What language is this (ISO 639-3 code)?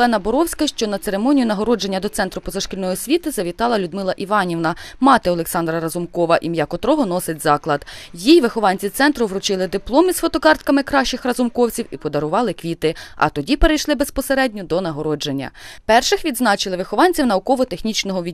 ukr